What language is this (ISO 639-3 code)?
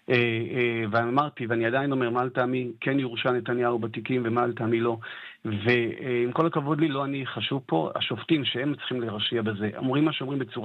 heb